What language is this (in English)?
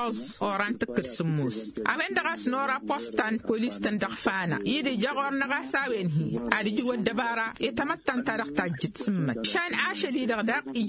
Tamasheq